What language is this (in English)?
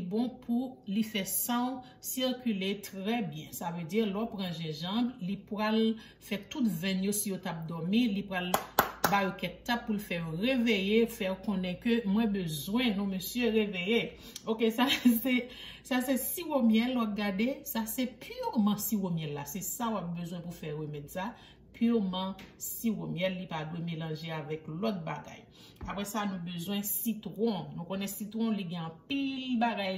Haitian Creole